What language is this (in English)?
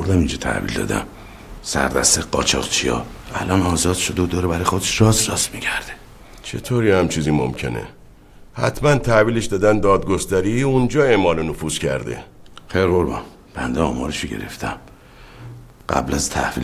Persian